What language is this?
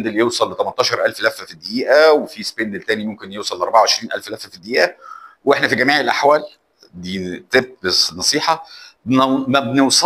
Egyptian Arabic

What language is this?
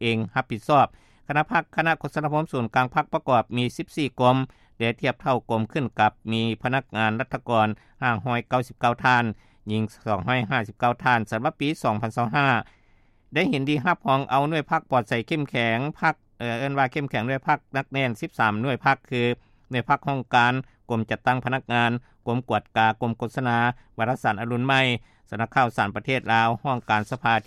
Lao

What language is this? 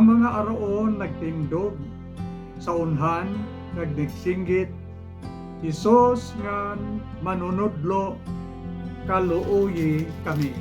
Hiligaynon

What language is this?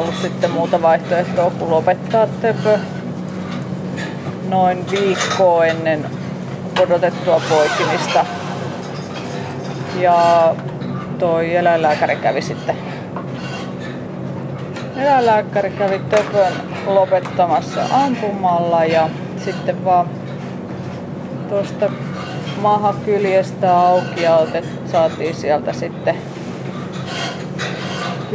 Finnish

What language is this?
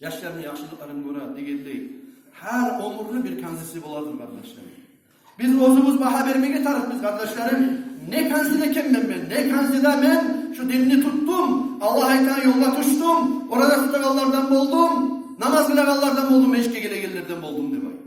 Kumyk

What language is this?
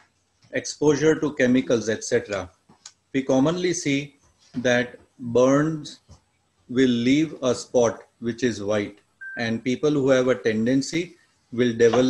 English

